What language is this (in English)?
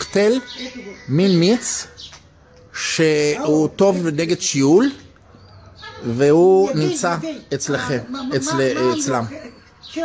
Hebrew